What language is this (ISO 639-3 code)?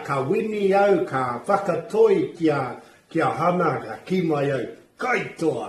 mri